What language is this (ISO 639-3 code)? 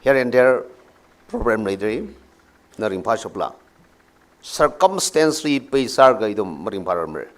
nmf